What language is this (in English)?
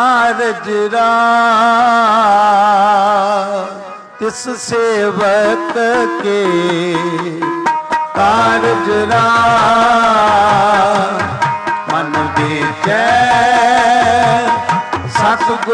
Punjabi